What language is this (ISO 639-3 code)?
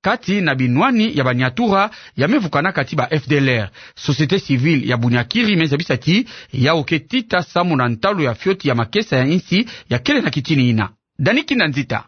ktu